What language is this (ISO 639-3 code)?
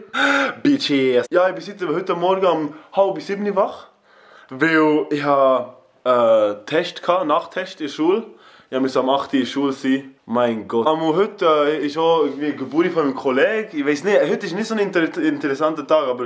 gsw